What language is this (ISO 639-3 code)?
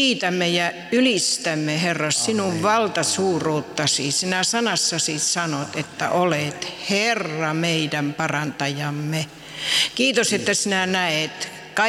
fin